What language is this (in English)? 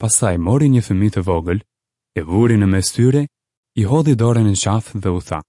Albanian